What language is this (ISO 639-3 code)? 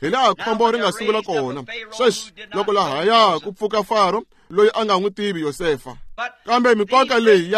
tso